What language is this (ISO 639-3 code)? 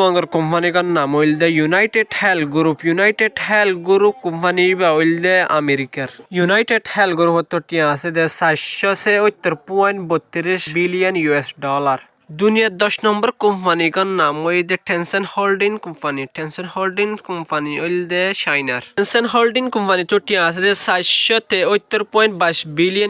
rhg